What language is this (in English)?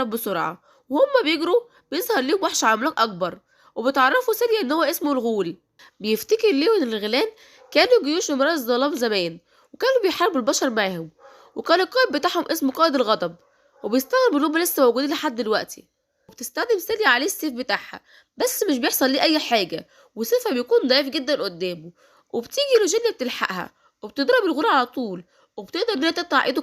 Egyptian Arabic